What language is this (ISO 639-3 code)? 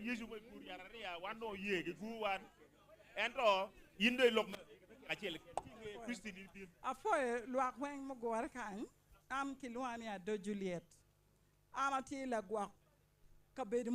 ach